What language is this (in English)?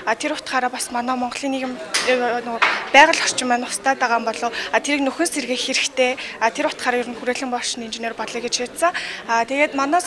Mongolian